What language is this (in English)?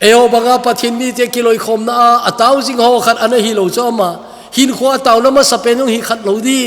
Thado Chin